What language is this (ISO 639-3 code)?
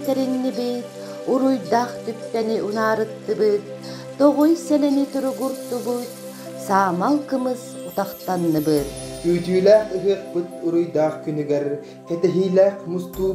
sah